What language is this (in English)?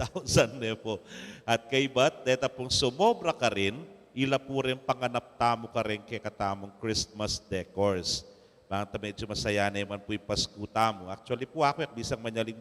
Pampanga